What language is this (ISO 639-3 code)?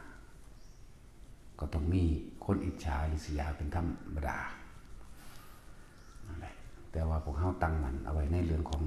lao